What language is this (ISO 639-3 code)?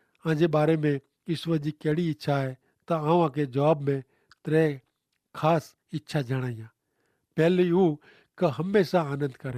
kfr